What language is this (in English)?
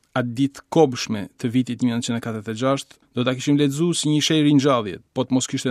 Albanian